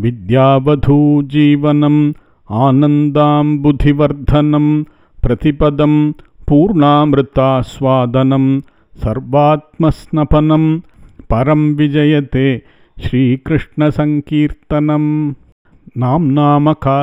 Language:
Sanskrit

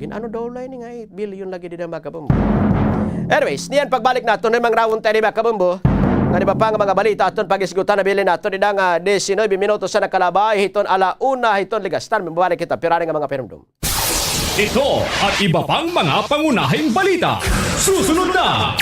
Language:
Waray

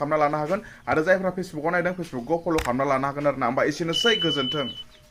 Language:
Bodo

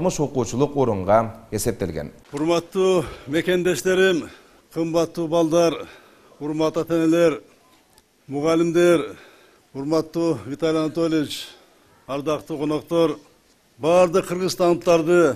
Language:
Kyrgyz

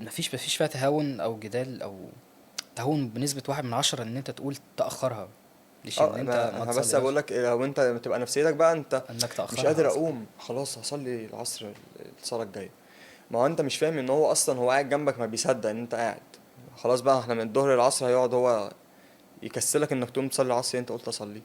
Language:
Egyptian Arabic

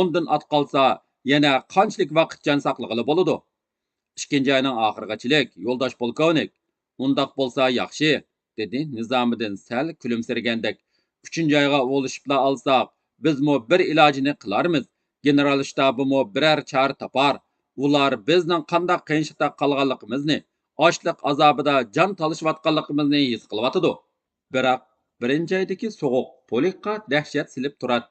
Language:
Uyghur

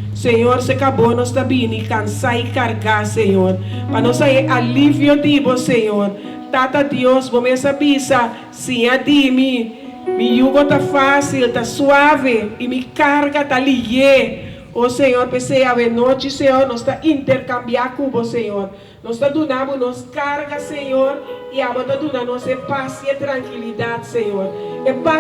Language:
Papiamento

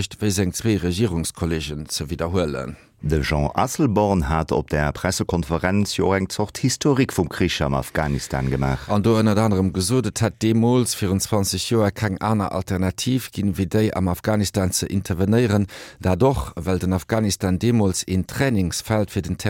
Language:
Luxembourgish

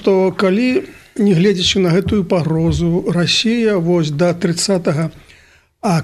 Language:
Belarusian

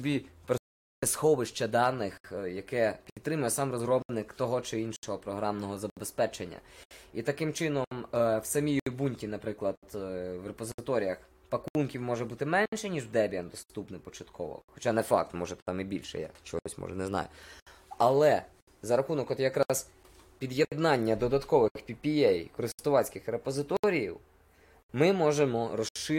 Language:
Ukrainian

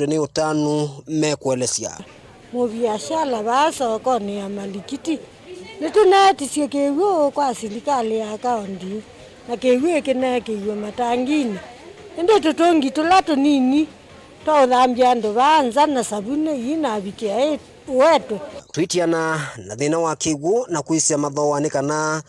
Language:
Kamba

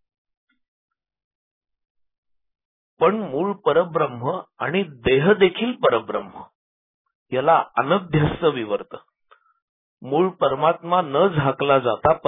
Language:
Marathi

